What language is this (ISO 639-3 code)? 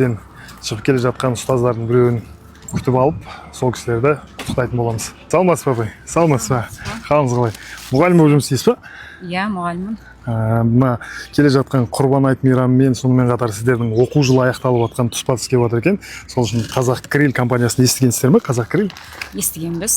kaz